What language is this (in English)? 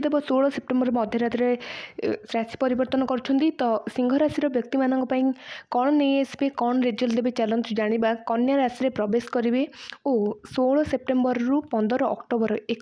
Odia